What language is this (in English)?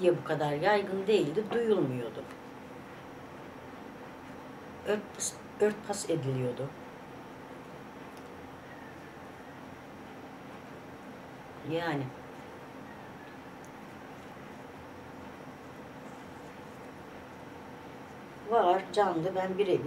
Turkish